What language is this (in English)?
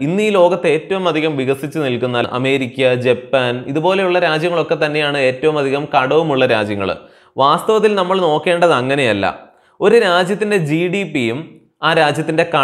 Malayalam